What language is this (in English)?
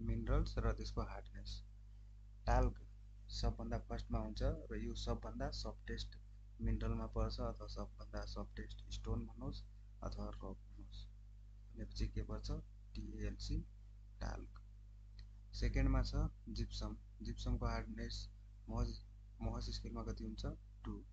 Nepali